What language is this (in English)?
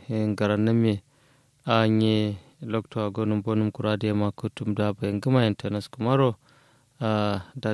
Kanuri